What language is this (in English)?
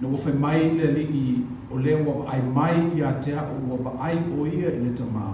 Samoan